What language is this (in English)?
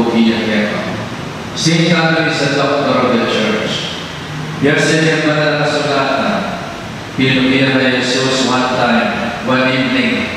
Pampanga